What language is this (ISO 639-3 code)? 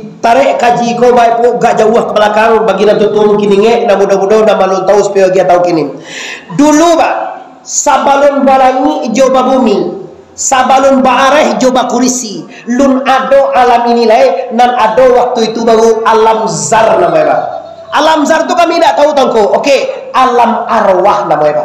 min